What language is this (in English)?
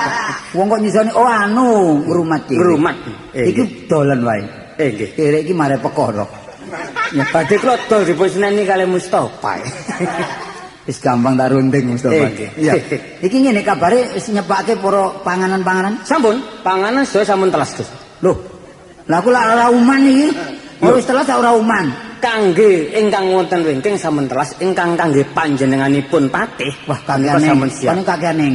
Javanese